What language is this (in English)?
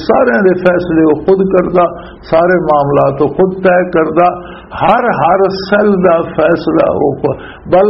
Western Panjabi